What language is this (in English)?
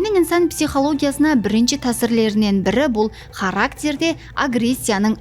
Kara-Kalpak